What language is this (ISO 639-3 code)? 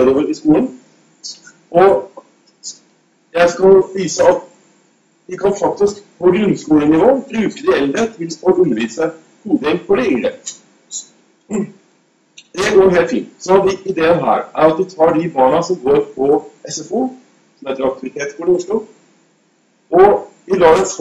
nor